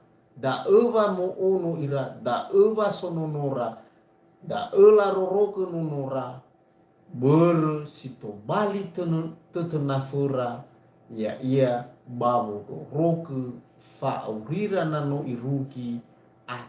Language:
Nias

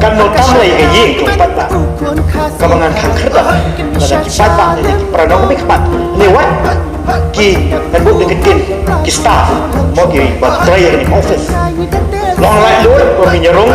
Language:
Khasi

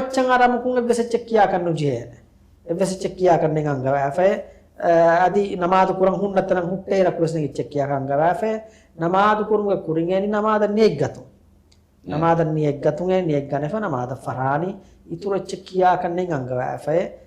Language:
Divehi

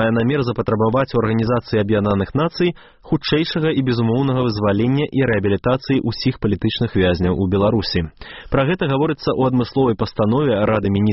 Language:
Belarusian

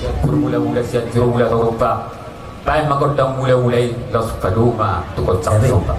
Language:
Batak Toba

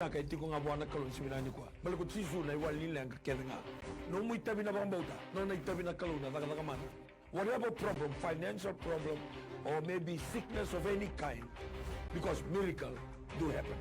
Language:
Fijian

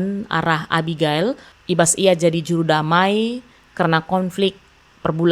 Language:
Batak Karo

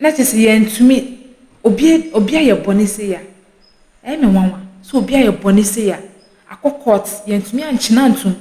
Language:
Akan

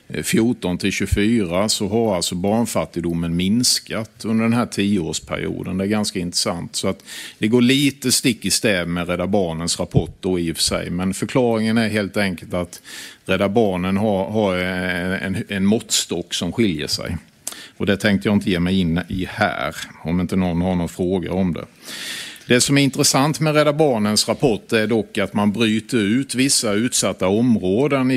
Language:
Swedish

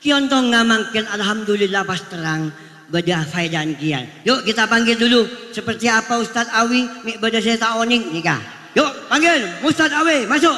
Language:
Madurese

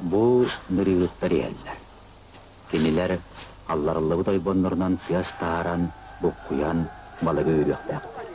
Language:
Yakut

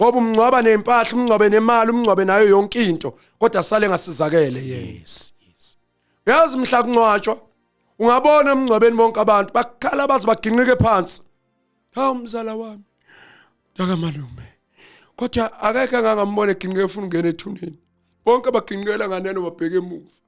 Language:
Zulu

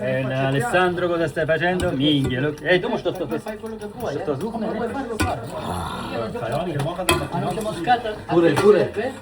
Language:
Swiss German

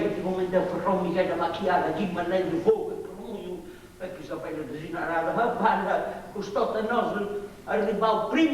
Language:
Sardinian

